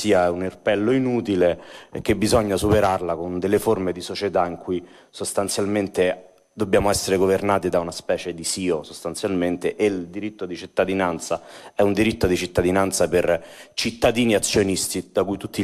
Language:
Italian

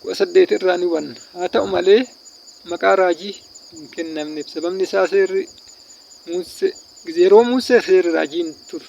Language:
Oromo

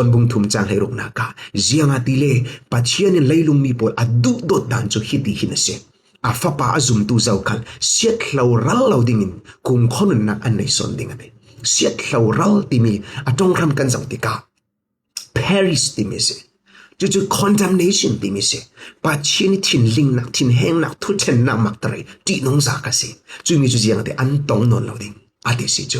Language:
Falam Chin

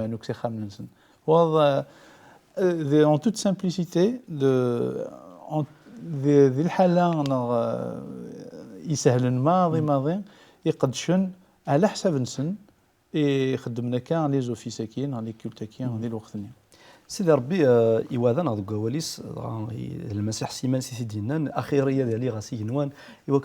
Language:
Kabyle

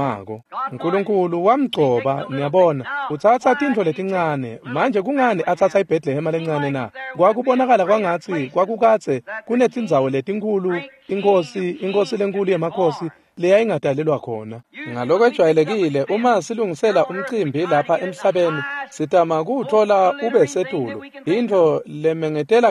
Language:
Swati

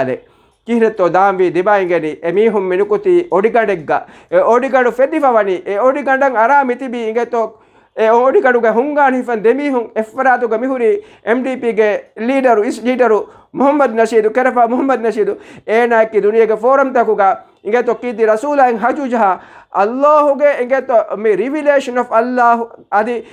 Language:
Divehi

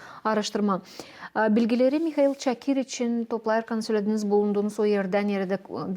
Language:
Gagauz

